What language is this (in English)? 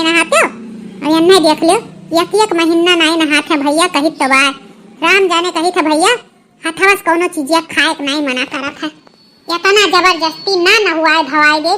Awadhi